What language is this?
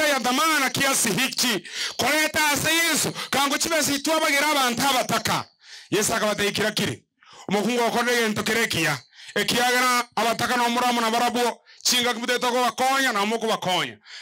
Gusii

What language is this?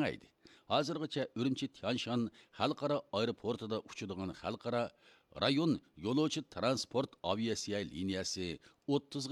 Uyghur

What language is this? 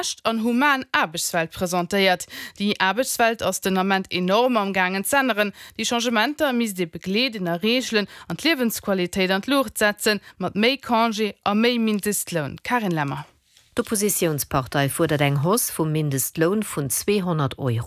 Luxembourgish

